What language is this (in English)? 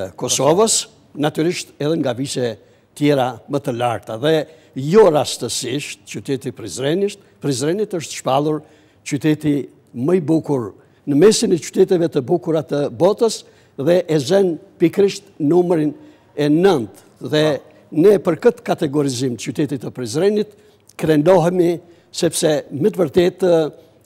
Albanian